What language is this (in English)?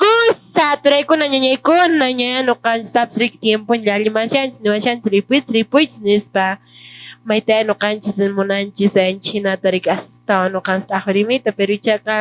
Quechua